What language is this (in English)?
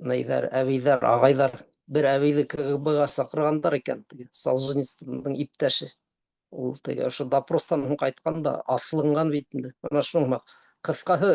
Bashkir